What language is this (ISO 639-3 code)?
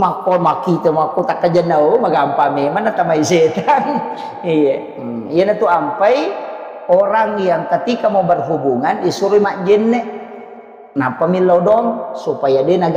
bug